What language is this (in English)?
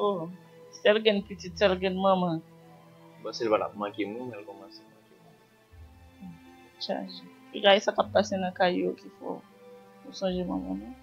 Haitian Creole